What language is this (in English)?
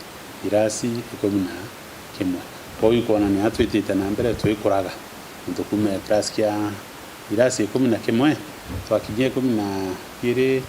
Meru